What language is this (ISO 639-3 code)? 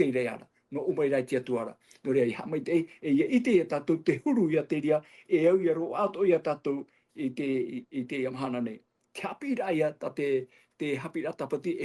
tah